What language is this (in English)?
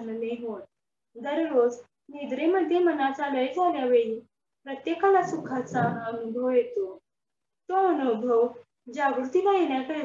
Marathi